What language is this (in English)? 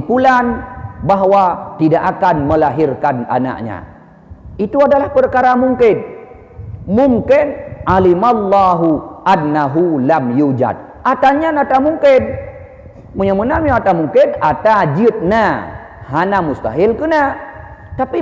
Achinese